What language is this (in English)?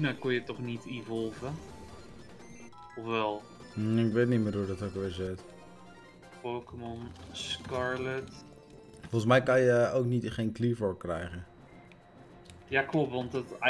Dutch